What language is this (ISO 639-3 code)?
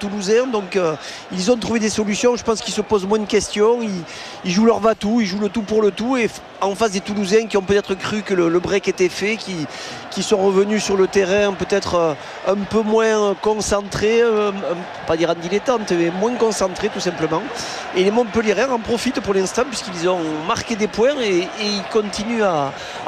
fra